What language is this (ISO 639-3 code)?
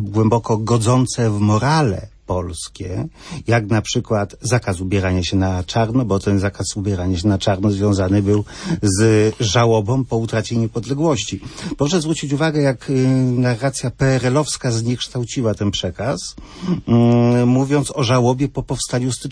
pol